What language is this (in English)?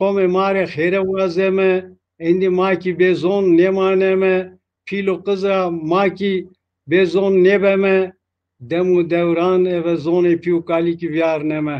Zaza